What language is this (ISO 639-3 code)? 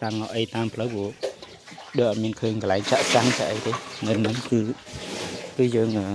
khm